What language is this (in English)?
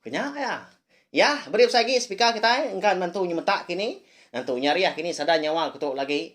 Iban